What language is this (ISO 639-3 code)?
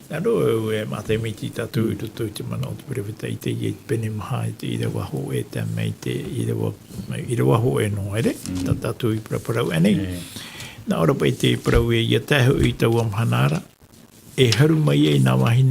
tah